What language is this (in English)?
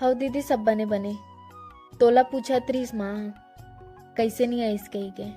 Chhattisgarhi